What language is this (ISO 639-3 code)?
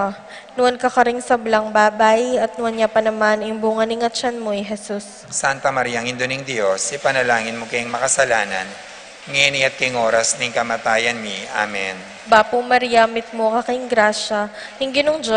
pam